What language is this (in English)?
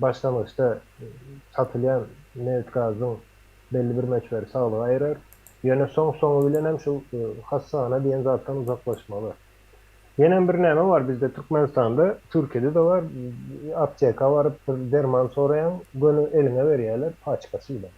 Turkmen